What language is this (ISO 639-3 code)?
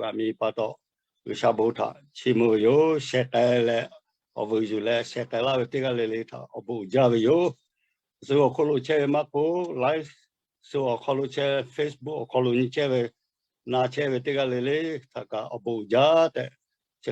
lhu